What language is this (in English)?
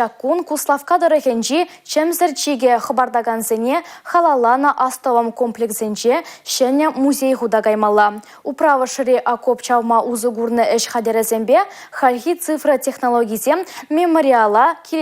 Chuvash